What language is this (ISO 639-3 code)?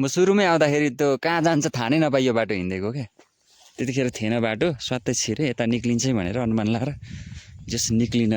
nep